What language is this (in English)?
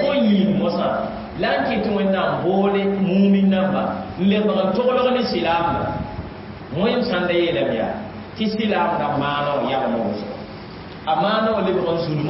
Mossi